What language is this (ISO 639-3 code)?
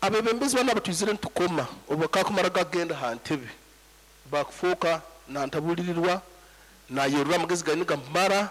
nyo